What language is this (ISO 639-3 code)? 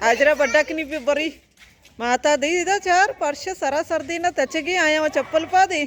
bal